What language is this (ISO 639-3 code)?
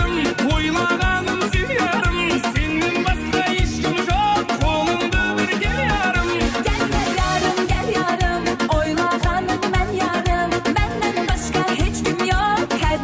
kaa